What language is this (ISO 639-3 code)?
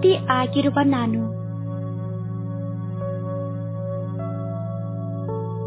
kan